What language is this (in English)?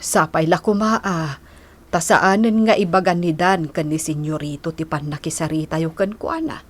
Iloko